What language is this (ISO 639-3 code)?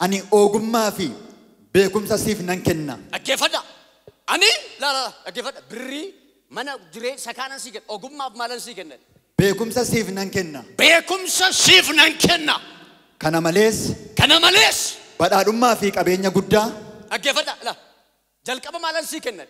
orm